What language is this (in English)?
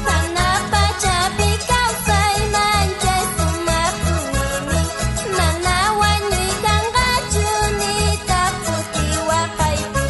South Bolivian Quechua